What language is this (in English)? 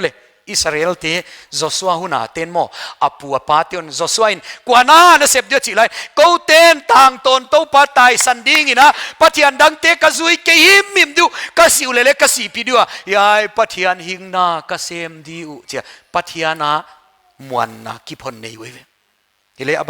Paite Chin